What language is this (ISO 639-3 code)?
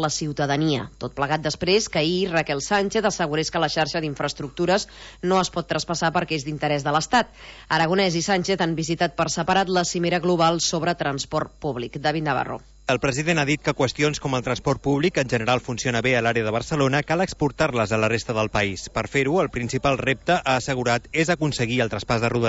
cat